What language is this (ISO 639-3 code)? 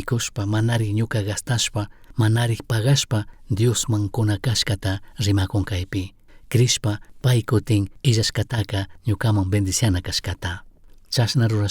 qug